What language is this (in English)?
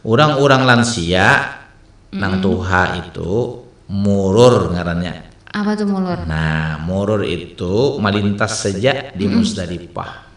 Banjar